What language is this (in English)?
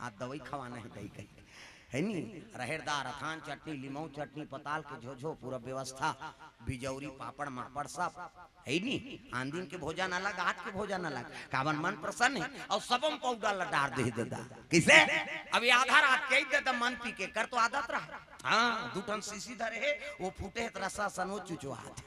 Chhattisgarhi